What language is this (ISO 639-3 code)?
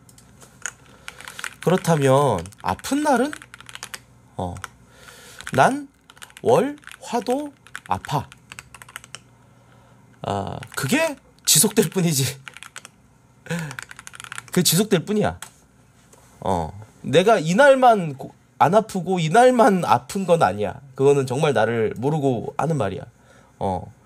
kor